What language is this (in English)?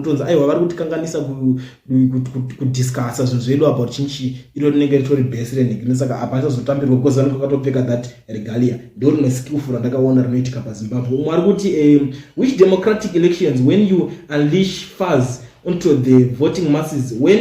Shona